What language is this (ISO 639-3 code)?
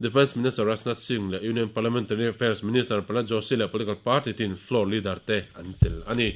lus